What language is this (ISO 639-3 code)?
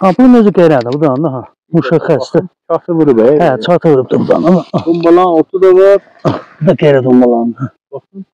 azb